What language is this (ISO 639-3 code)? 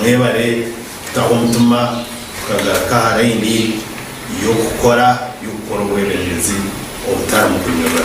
nyn